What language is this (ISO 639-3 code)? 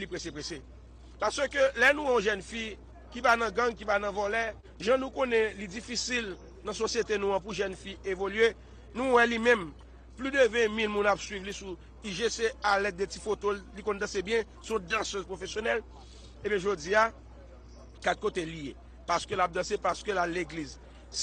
hat